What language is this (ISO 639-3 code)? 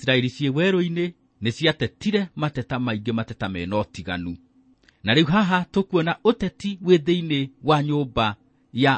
kik